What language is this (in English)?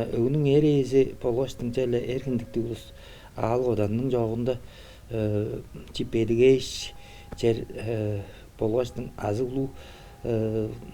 Tuvinian